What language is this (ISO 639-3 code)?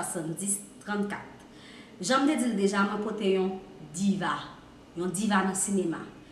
hat